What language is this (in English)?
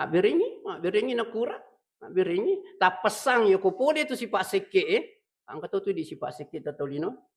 Buginese